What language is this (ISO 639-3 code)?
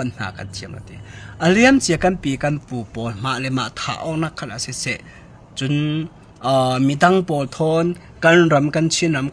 cfm